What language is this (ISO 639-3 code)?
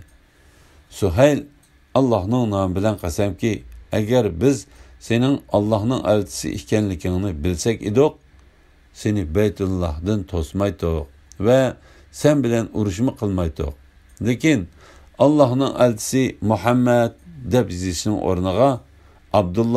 uig